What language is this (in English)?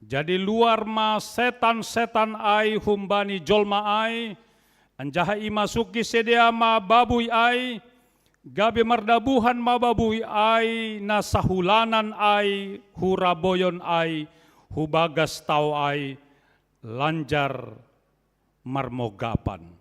Batak Simalungun